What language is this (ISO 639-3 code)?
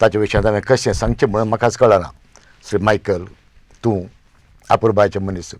kok